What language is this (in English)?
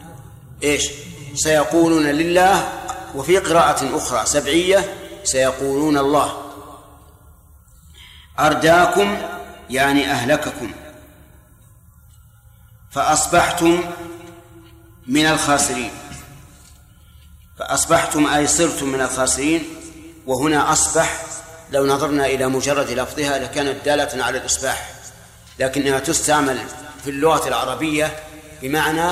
Arabic